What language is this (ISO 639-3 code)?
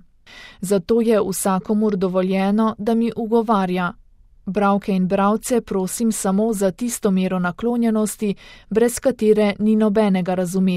slv